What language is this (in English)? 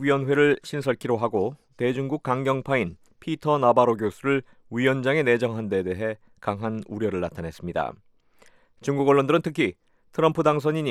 Korean